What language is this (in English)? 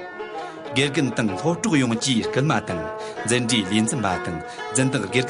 Amdo Tibetan